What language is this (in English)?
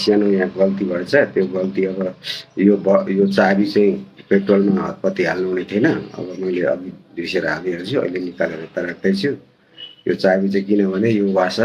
Nepali